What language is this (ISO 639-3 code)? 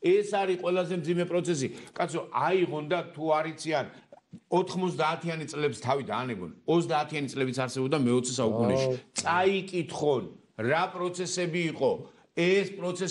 kat